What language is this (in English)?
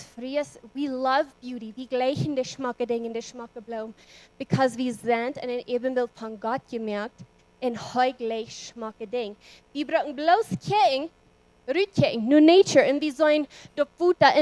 Plautdietsch